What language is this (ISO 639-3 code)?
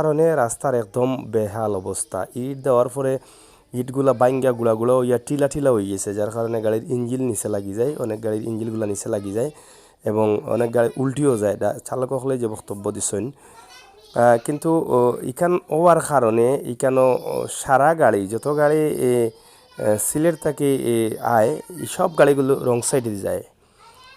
syl